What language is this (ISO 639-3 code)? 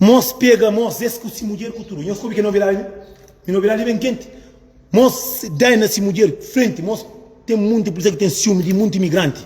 kea